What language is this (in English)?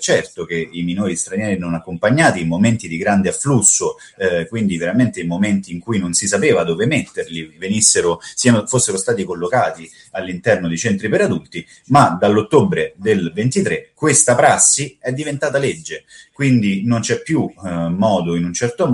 Italian